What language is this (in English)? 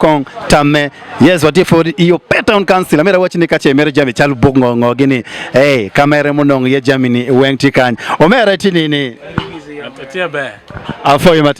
Acoli